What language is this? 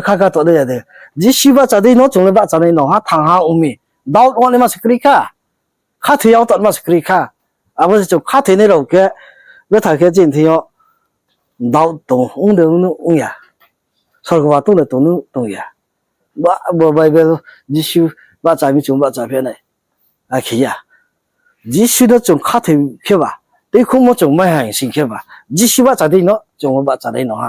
Riang (India)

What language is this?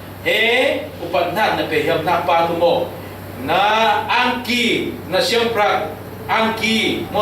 Falam Chin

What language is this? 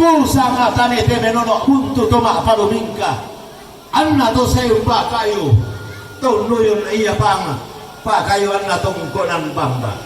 Toraja-Sa'dan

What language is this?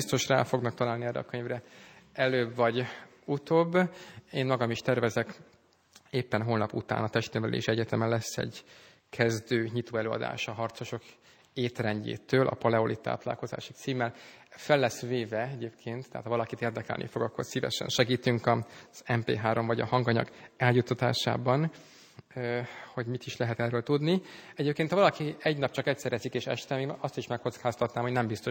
Hungarian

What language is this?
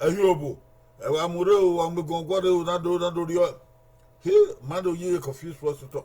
Bini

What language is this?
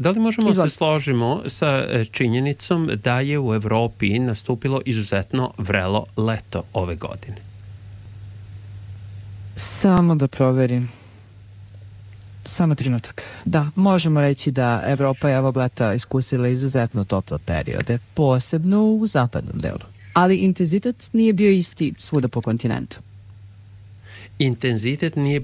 Serbian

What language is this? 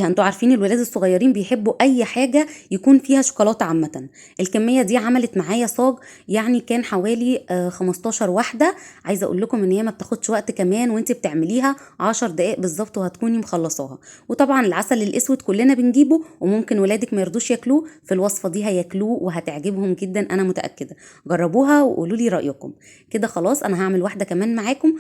Egyptian Arabic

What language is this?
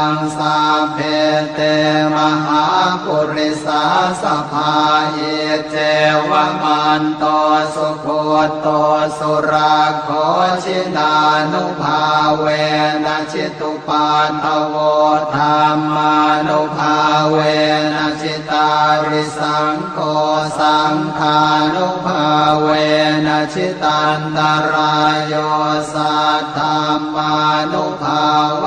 Pali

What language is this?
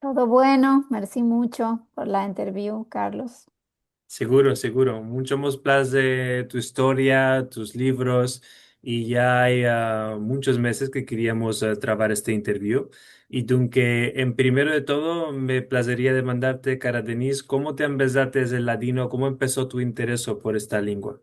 Ladino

